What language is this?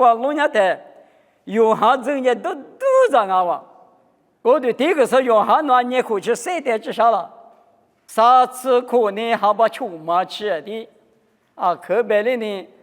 Lisu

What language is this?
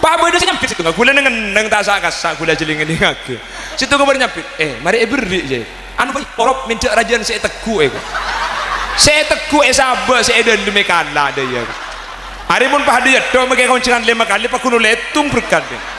Madurese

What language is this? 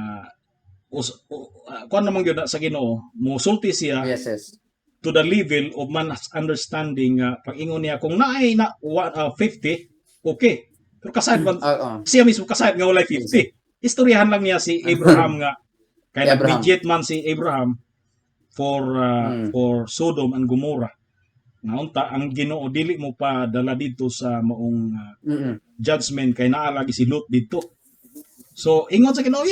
Cebuano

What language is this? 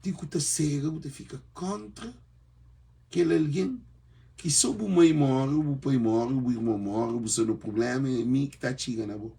Kabuverdianu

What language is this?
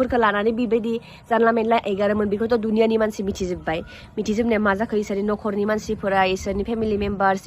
Bodo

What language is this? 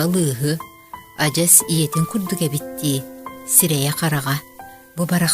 Yakut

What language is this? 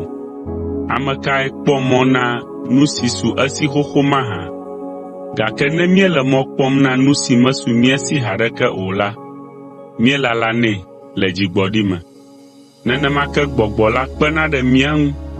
Ewe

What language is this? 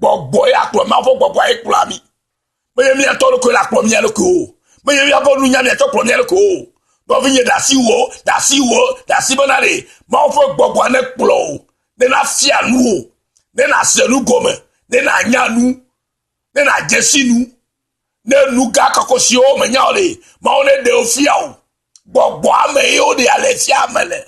Ewe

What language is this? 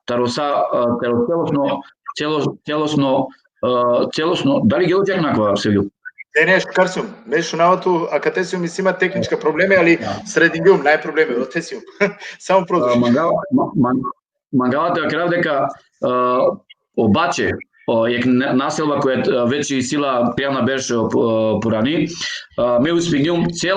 Balkan Romani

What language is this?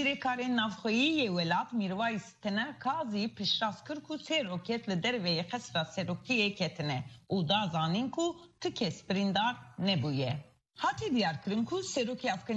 Kurdish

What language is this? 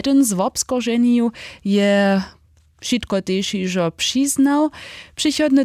Upper Sorbian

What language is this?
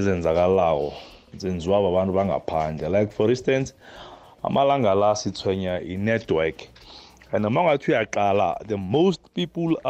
South Ndebele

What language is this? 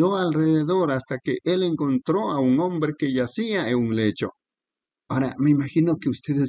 Spanish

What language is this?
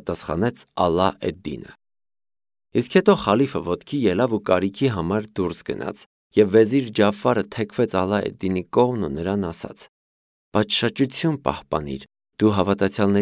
Armenian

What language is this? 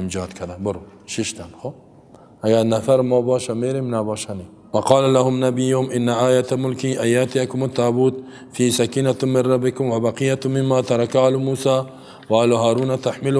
Persian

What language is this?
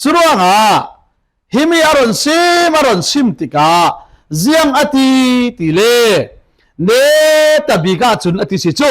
Falam Chin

